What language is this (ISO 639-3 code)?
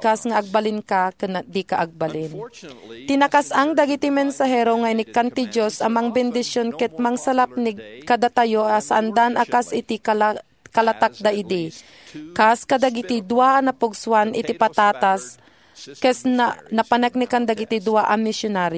ilo